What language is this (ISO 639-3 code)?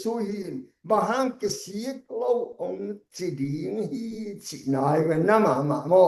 ctd